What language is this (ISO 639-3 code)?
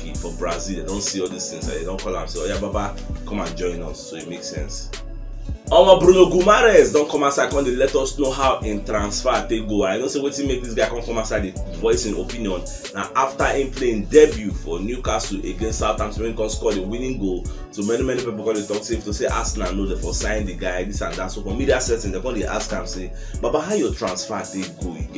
pcm